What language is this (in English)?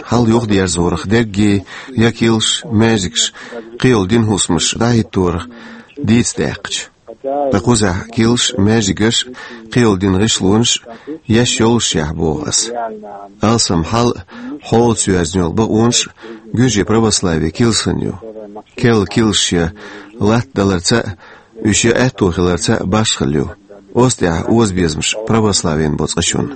Chechen